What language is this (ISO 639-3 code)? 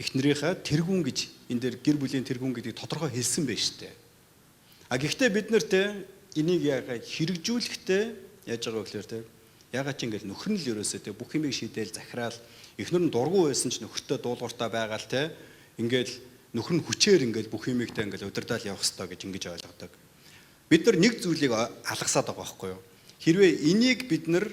mon